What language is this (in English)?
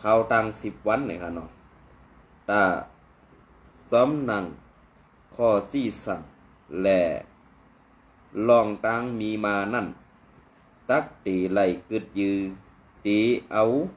Shan